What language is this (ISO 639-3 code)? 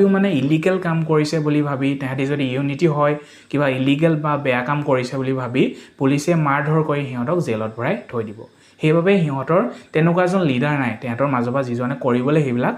asm